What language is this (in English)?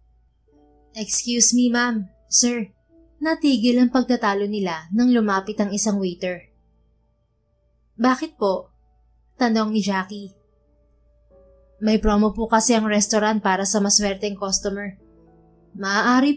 Filipino